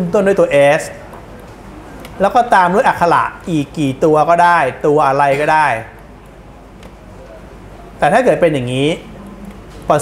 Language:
Thai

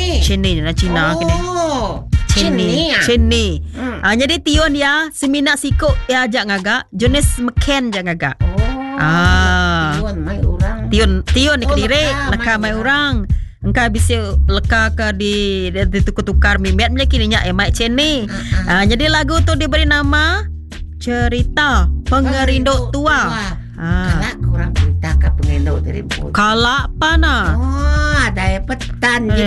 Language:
Iban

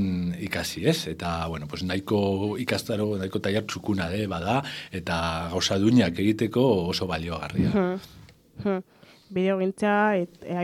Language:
Basque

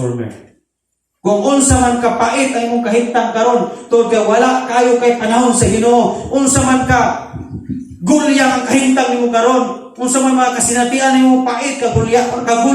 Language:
Cebuano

